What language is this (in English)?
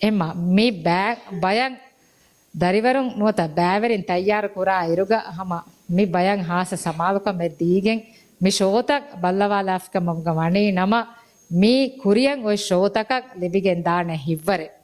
Divehi